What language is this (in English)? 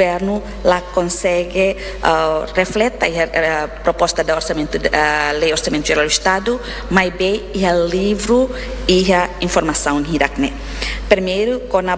Tetum